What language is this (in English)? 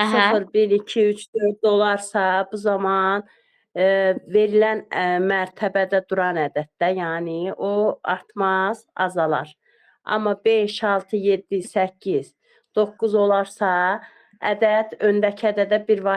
Azerbaijani